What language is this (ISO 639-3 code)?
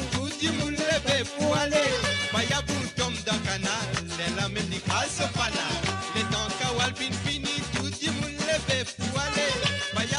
mfe